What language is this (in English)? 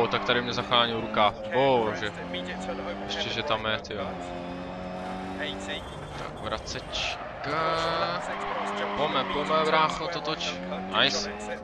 Czech